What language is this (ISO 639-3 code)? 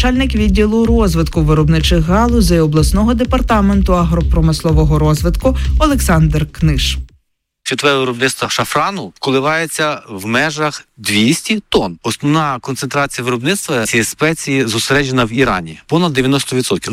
ukr